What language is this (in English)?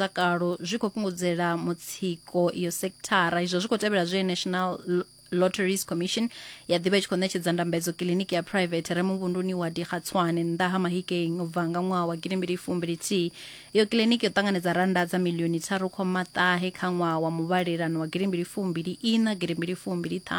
Venda